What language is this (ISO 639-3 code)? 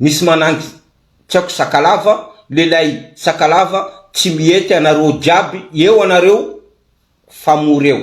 mlg